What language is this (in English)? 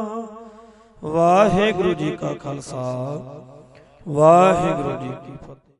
Punjabi